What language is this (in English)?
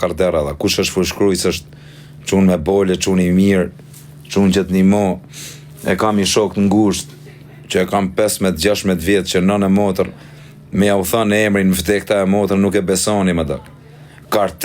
Albanian